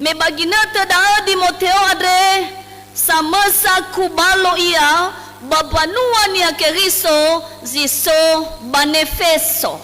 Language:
Nias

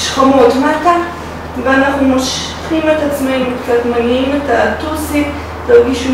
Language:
Hebrew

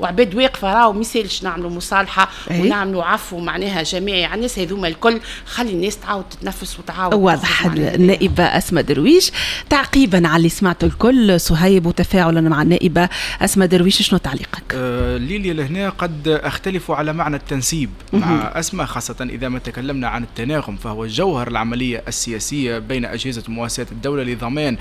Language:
Tunisian Arabic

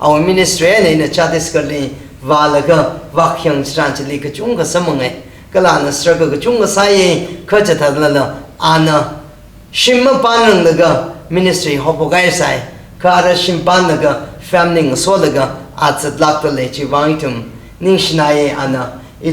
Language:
Tangkhul Naga (India)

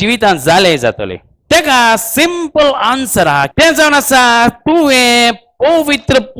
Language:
Konkani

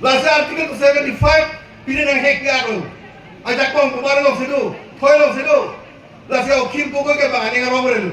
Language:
Karbi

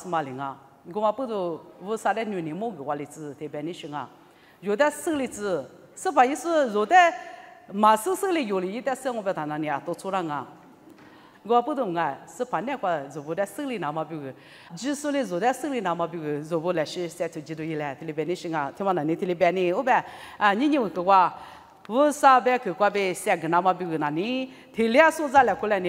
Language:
Lisu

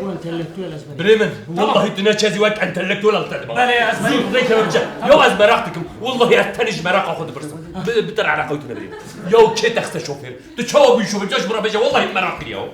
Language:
Kurdish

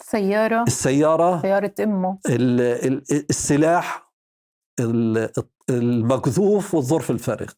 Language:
North Levantine Arabic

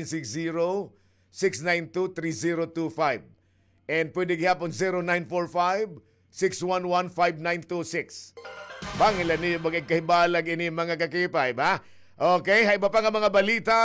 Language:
Waray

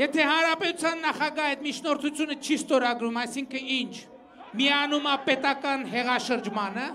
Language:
Armenian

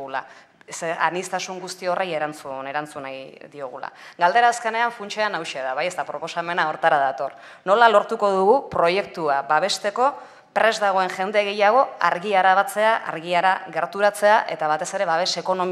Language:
Basque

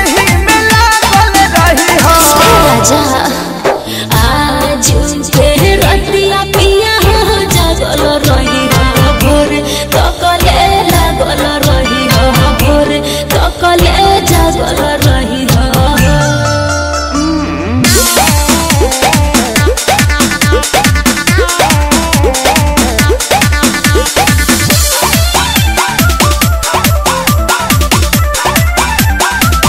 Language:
Bhojpuri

